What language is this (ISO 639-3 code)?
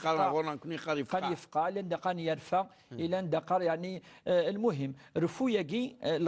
kab